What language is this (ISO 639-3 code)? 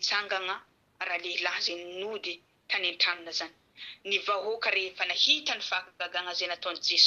mlg